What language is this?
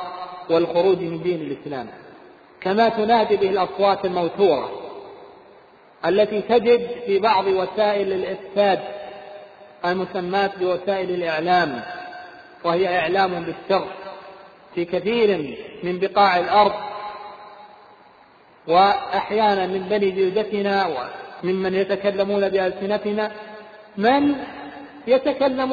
Arabic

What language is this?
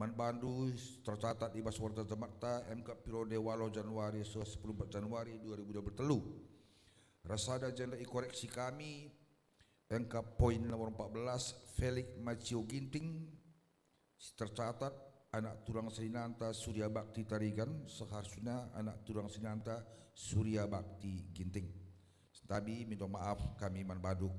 Batak Karo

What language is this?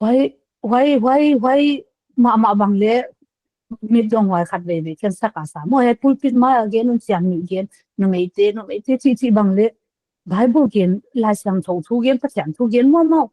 Paite Chin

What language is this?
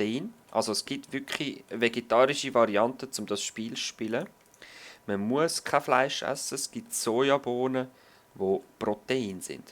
Swiss German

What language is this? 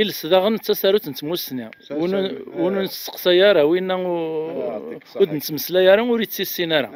Kabyle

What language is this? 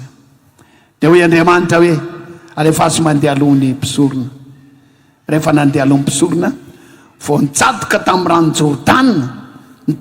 Malagasy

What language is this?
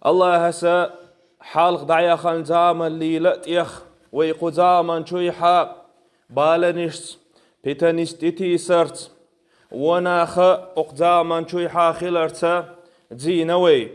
Chechen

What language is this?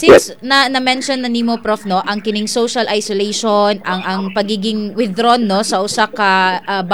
Cebuano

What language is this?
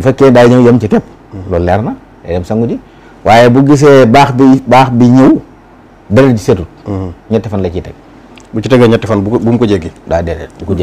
Wolof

